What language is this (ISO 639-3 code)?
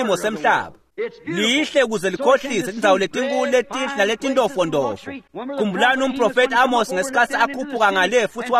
ssw